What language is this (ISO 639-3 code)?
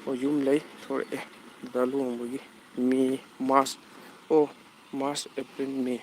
mni